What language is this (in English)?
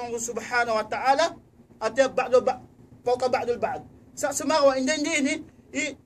Tausug